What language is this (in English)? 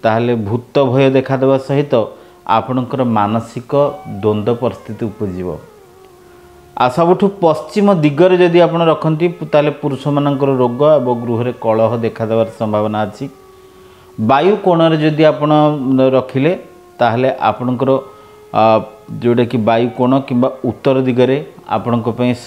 Odia